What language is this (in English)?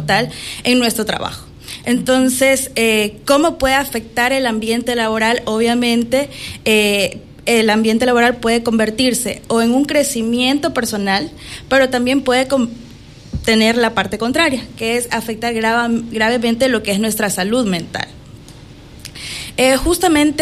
Spanish